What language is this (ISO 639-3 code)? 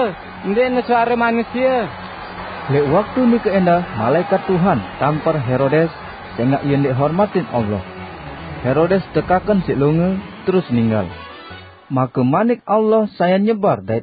sas